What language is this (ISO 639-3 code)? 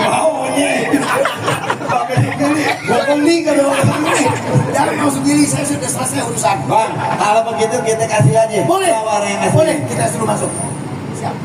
bew